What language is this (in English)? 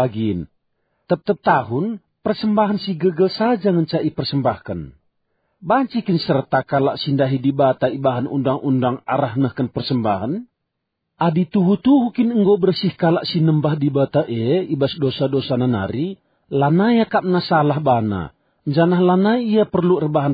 Batak Karo